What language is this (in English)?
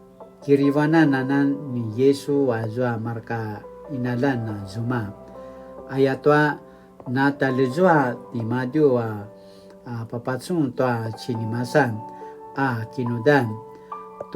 Paiwan